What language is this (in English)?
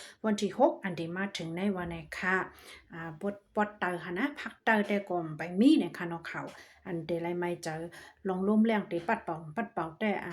Shan